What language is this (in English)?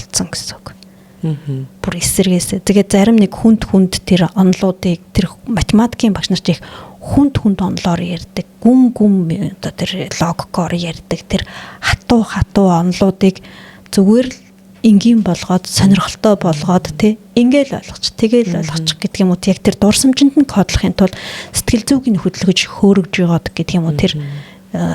Mongolian